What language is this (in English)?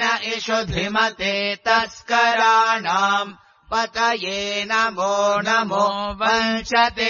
Sanskrit